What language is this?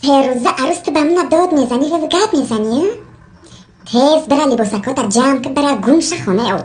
Tajik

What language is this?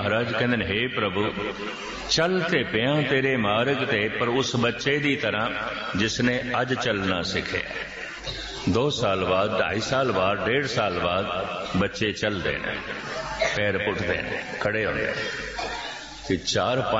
Punjabi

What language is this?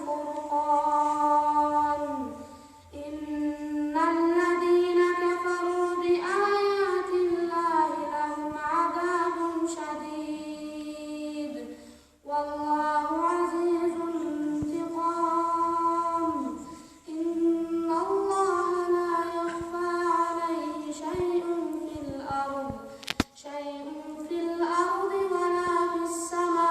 Kumyk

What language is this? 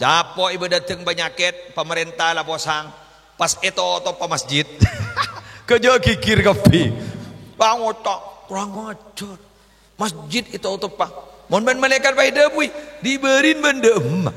Madurese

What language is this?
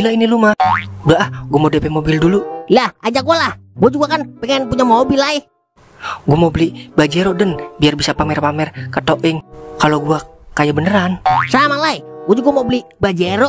Betawi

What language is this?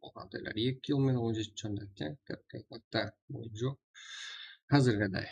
Kara-Kalpak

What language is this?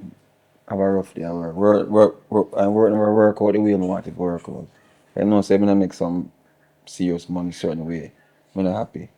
Jamaican Creole English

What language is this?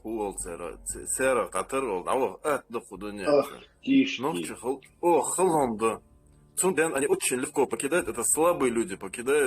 Chechen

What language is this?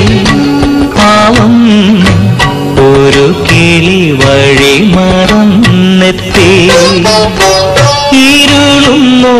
Malayalam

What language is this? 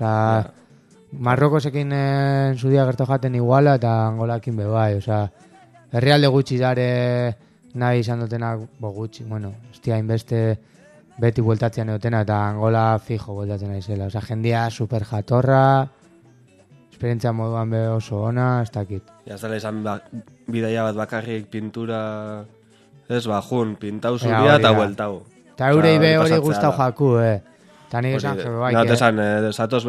Basque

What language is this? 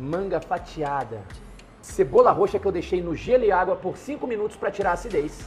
Portuguese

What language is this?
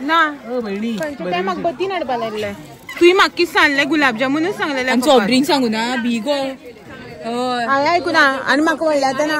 Konkani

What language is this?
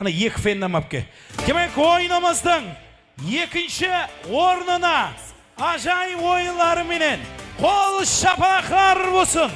Kara-Kalpak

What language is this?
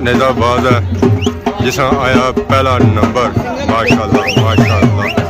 Pahari-Potwari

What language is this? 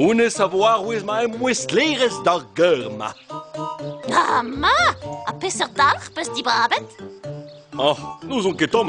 Breton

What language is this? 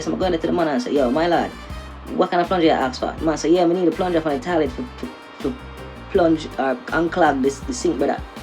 Jamaican Creole English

